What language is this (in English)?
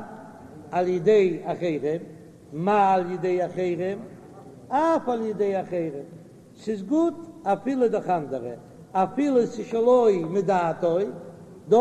Yiddish